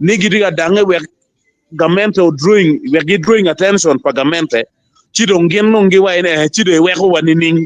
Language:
Acoli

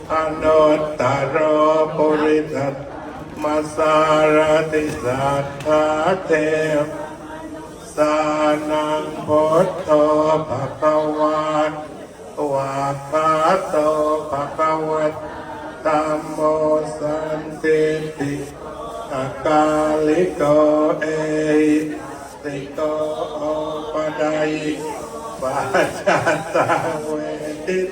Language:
Pali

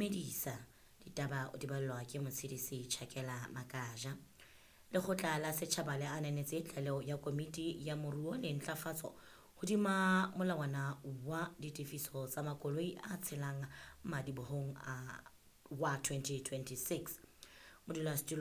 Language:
Southern Sotho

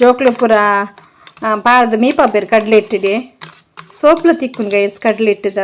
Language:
Tulu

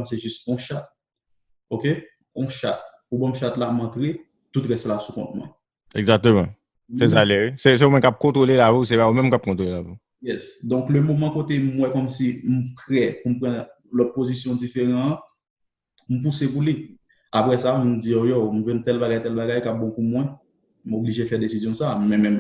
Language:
Haitian Creole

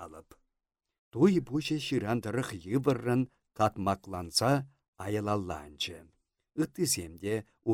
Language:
Chuvash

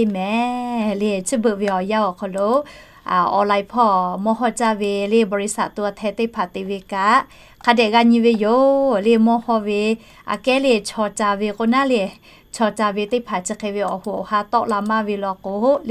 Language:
Lahu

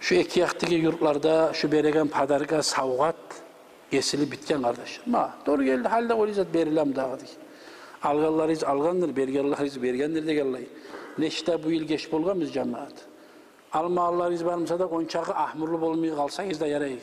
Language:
Kumyk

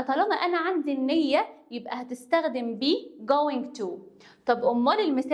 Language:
Egyptian Arabic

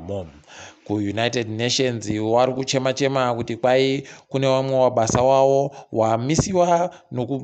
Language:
Ndau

